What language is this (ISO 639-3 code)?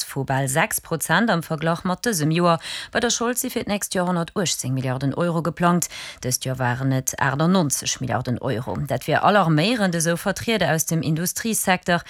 ltz